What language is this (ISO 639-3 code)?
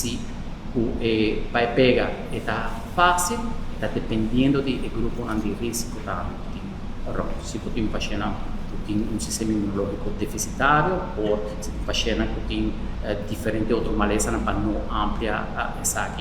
pap